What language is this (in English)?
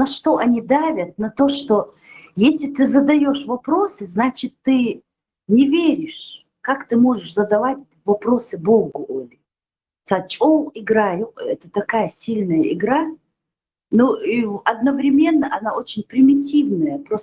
Chechen